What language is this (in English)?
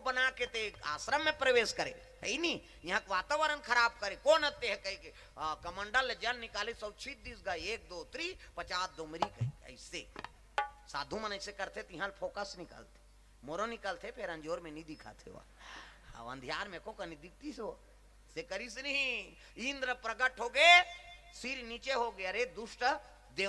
Chhattisgarhi